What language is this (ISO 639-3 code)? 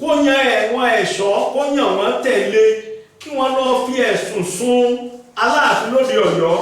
yor